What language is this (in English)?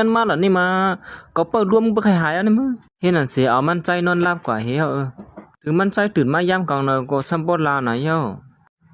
Shan